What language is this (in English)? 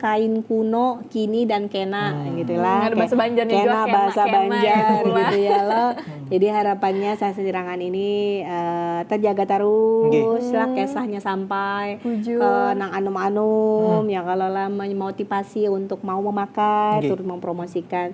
Banjar